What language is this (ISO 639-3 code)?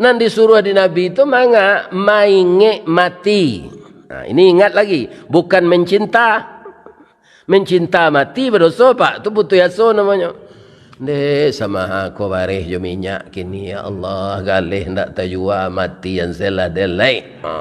min